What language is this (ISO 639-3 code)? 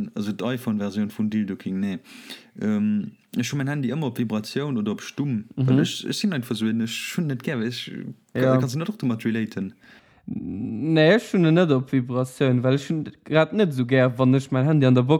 ltz